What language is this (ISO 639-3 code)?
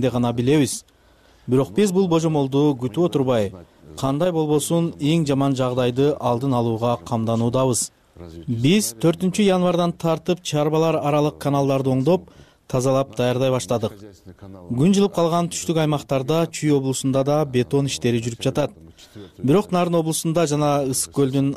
kir